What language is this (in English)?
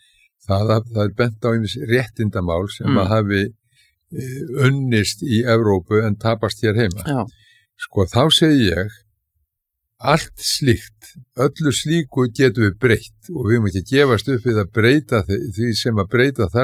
Icelandic